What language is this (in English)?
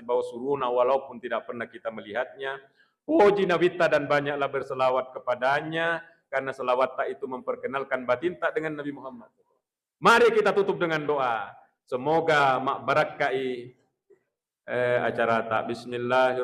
Buginese